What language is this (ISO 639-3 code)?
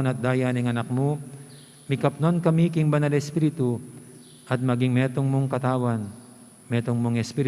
pam